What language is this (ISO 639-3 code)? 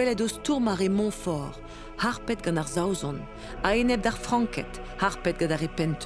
bre